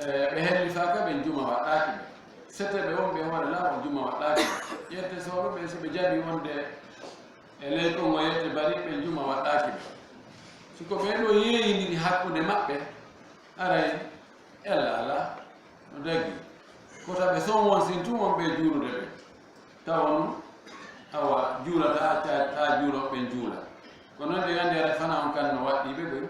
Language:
Fula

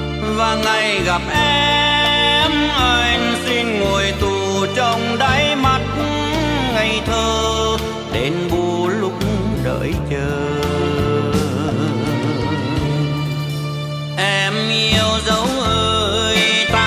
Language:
Vietnamese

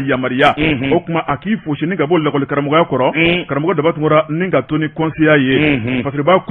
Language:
Bambara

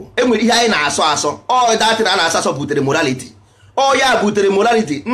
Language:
Igbo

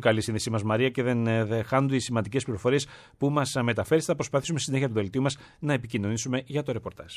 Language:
Greek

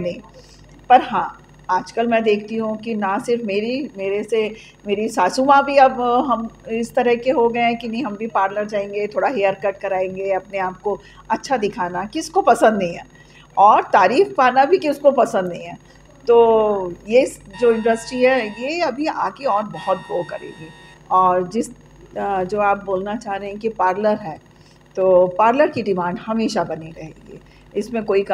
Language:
Hindi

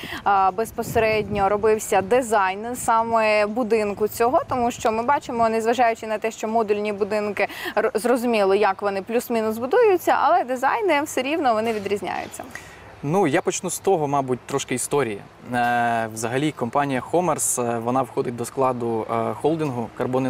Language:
Ukrainian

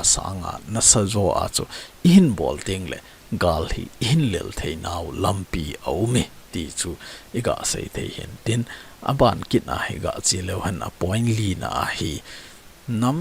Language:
Thado Chin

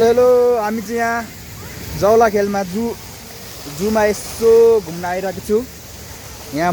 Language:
Nepali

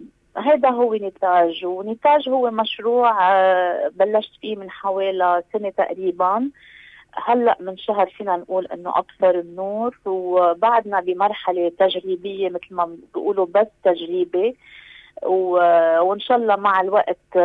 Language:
North Levantine Arabic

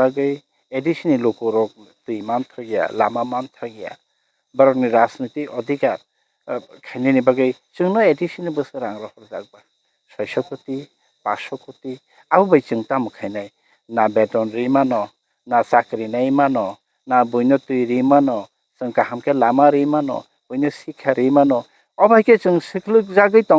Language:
Kok Borok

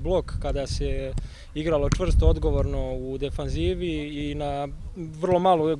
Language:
Serbian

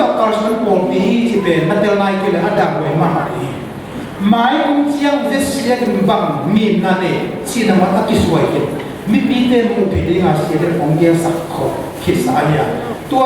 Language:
Tedim Chin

